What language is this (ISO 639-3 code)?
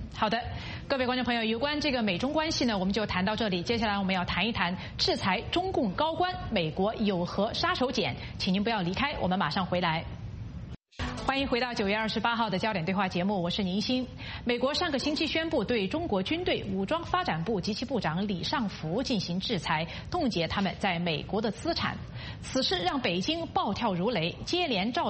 zho